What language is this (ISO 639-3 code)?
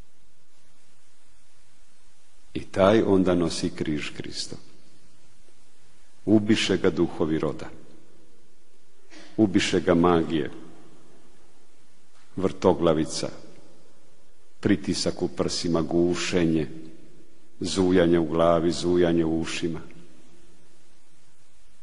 hrv